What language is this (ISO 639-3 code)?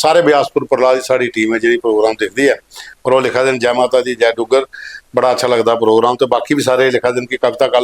doi